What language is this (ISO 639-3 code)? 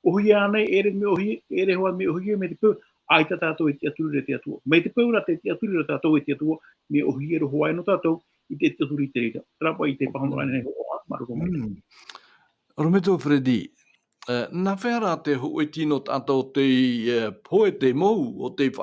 tah